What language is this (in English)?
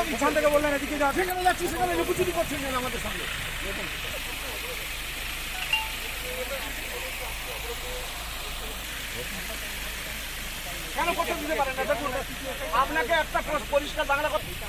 Bangla